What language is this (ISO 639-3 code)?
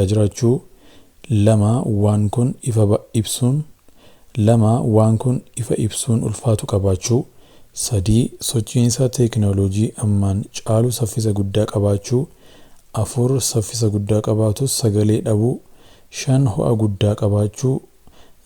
orm